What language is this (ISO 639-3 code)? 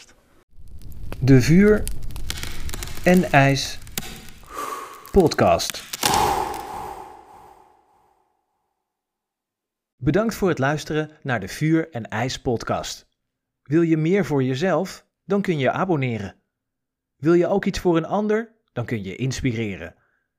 nld